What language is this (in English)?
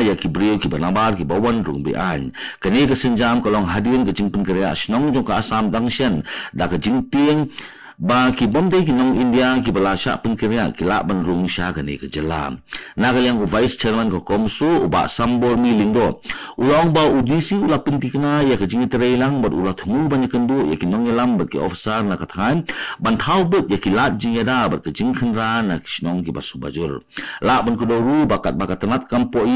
Khasi